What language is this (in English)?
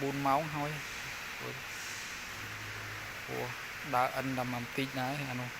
Khmer